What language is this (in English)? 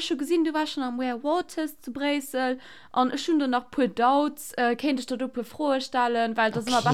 Luxembourgish